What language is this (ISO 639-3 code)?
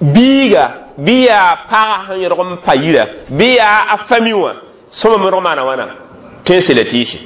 mos